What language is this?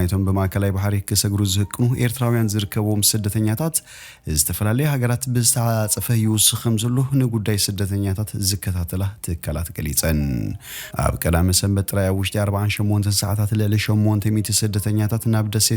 Tigrinya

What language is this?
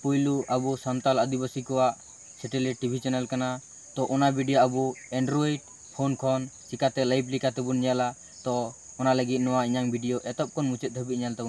Santali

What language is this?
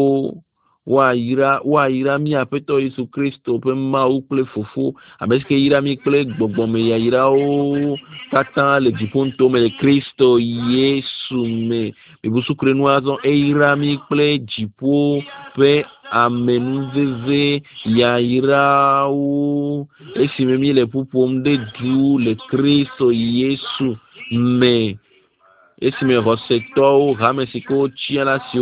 Ewe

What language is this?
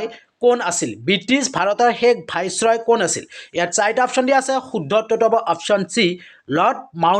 Assamese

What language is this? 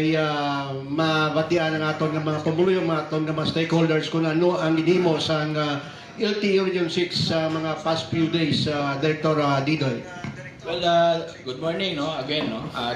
Hiligaynon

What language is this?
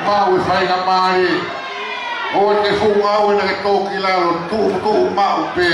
Tongan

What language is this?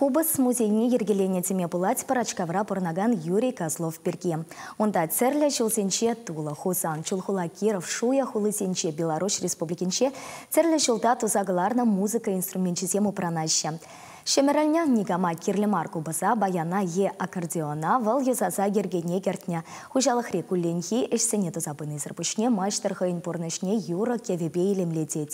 Chuvash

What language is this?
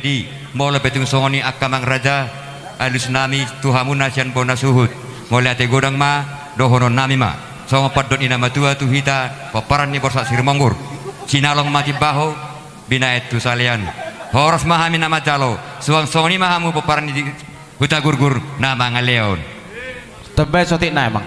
Batak Toba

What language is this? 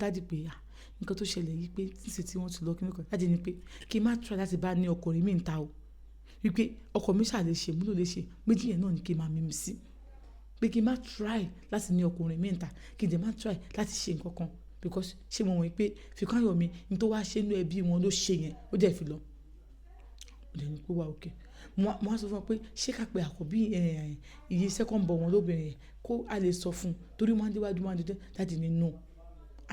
Yoruba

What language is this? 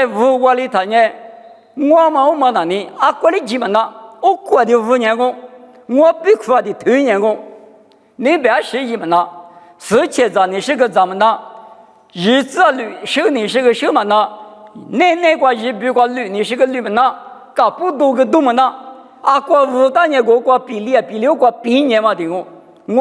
Lisu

